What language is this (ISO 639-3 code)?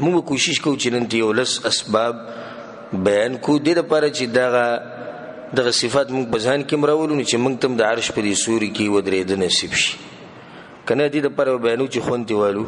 pus